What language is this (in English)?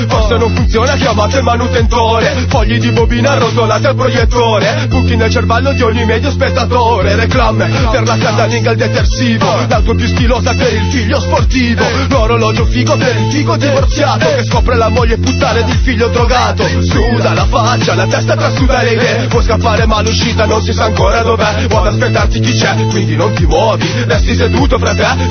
Italian